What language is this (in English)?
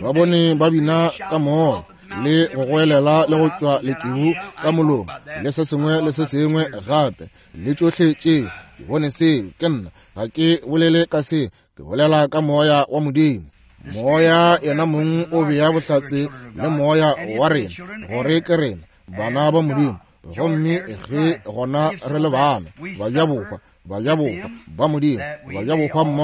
Northern Sotho